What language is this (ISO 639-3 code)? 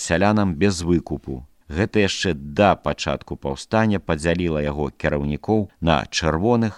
bel